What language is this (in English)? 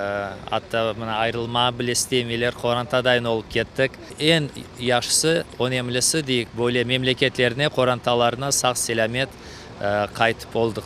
Crimean Tatar